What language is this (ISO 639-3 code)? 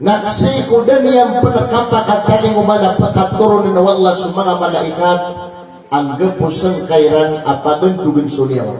mrw